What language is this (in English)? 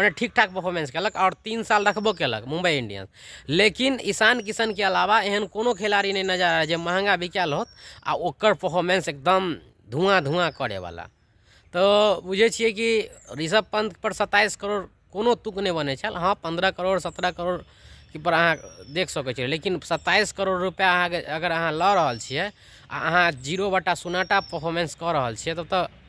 Maithili